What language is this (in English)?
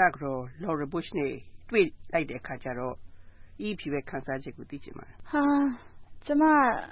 Burmese